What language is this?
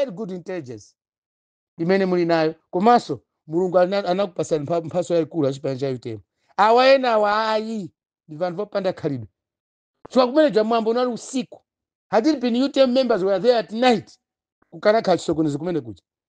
Nyanja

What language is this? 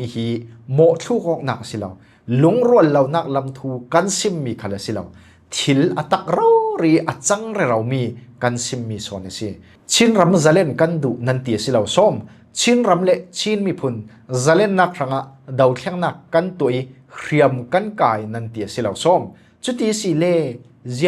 Falam Chin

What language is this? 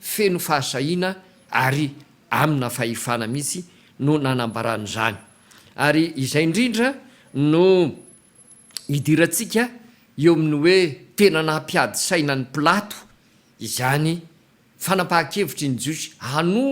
Malagasy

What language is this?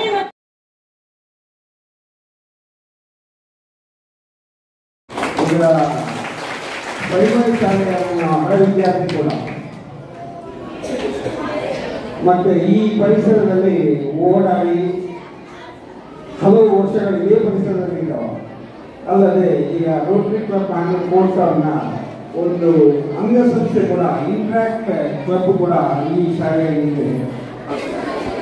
Kannada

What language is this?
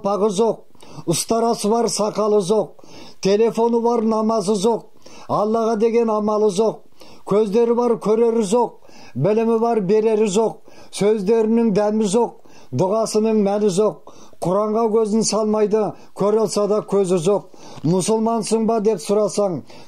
Kyrgyz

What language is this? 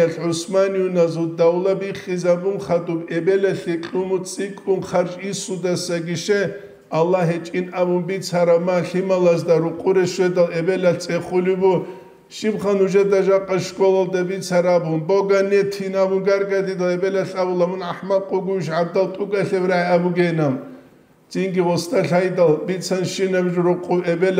Avaric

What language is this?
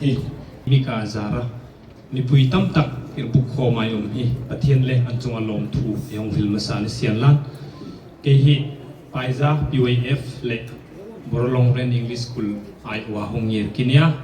Hmar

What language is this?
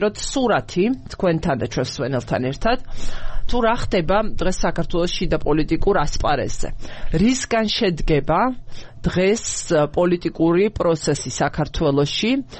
Georgian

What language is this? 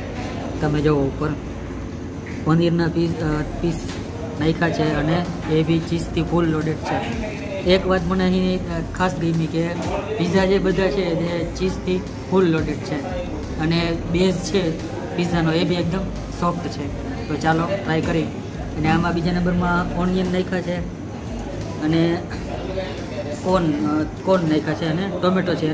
Gujarati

